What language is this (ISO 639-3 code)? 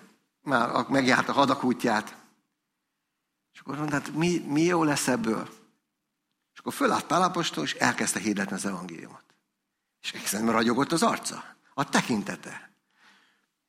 hun